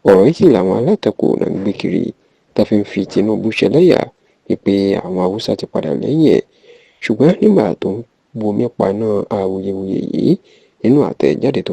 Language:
Yoruba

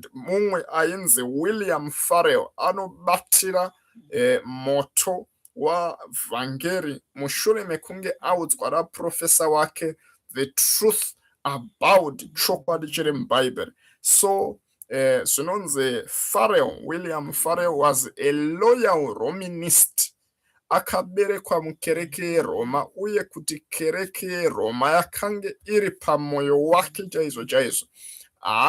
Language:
Shona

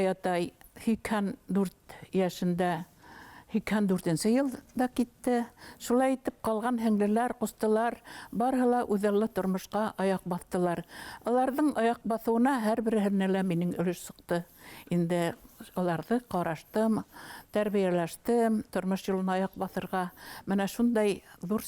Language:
Bashkir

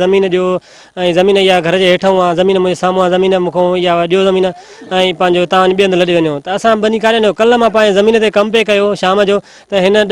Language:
Sindhi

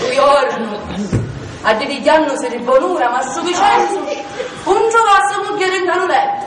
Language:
Sicilian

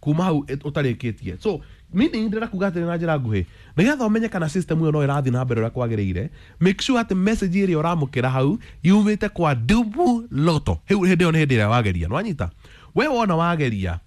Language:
Kikuyu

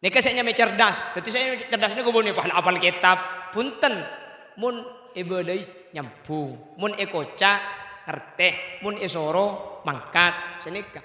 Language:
Madurese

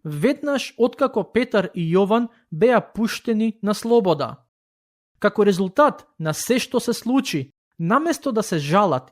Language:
Macedonian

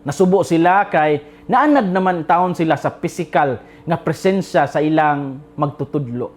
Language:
Cebuano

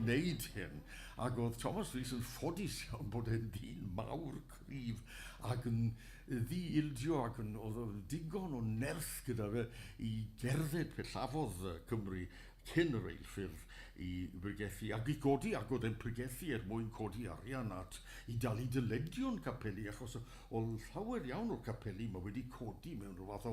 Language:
Welsh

